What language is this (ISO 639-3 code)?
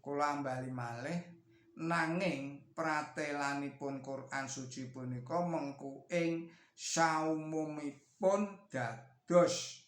jav